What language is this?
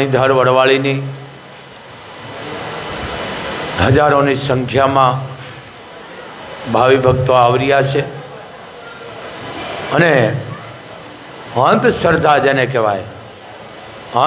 Gujarati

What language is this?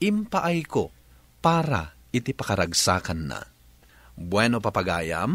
Iloko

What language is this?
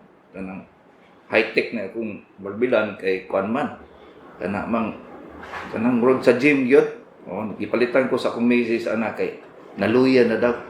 Cebuano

